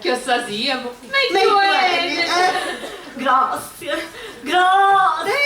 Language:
Sicilian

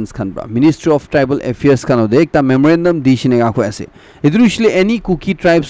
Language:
Naga Pidgin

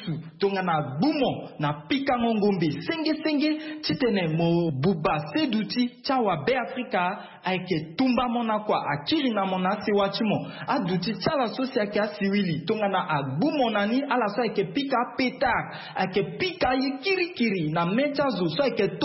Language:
Sango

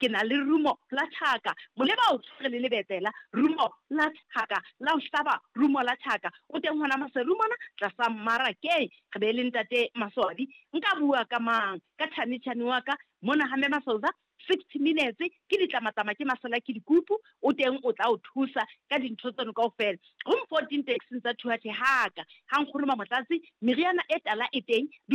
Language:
Southern Sotho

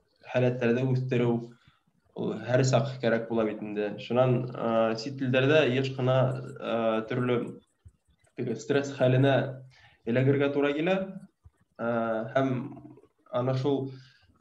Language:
Bashkir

